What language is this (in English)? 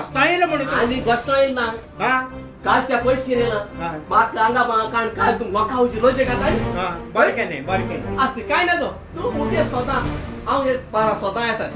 Konkani